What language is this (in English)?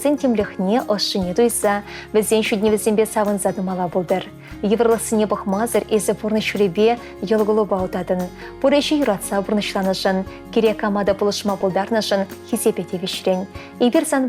Chuvash